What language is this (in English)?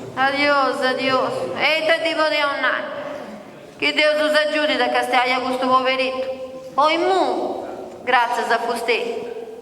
Sardinian